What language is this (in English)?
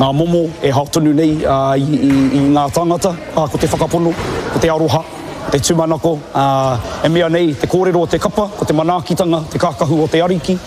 Māori